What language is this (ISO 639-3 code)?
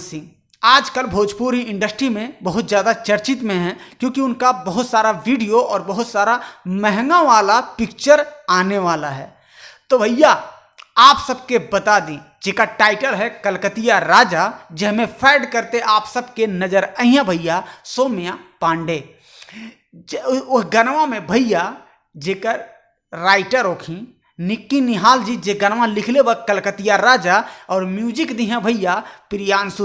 bho